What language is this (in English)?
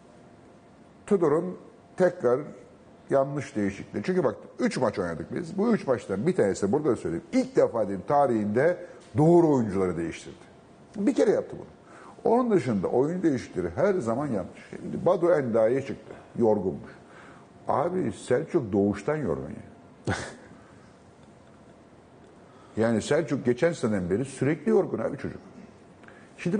Turkish